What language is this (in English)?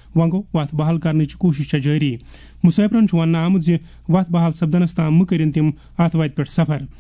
Kashmiri